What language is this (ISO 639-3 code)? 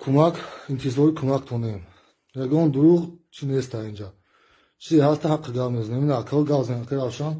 tgk